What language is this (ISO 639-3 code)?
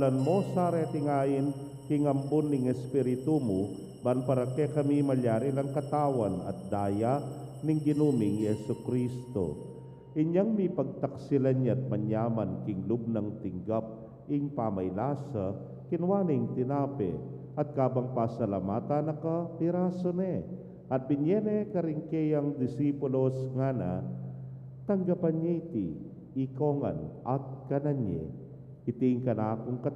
pam